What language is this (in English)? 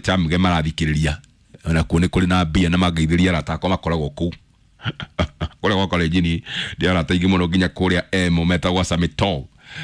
Kikuyu